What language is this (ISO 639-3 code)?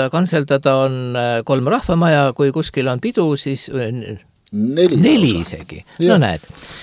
est